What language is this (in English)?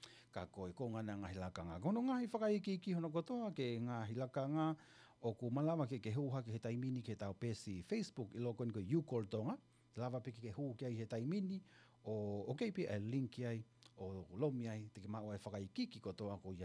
Tongan